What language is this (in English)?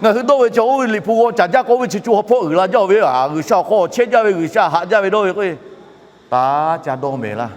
Lahu